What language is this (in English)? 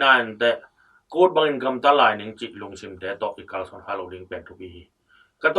Tedim Chin